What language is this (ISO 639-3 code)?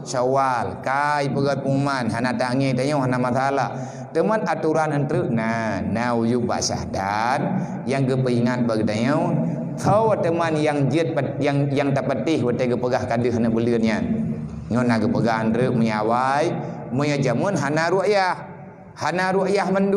ace